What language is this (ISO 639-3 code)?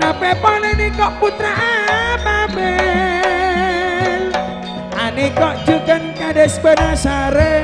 mad